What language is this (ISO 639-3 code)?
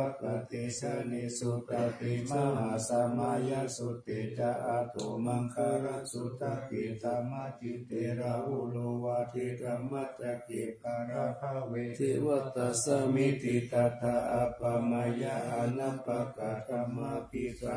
pli